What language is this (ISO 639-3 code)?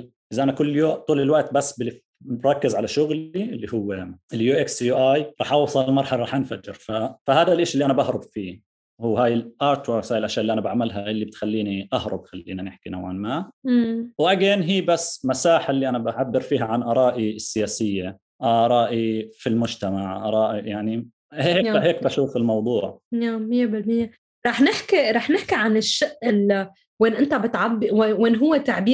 apc